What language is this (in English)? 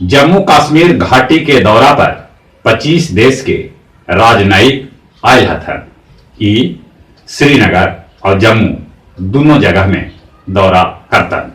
Magahi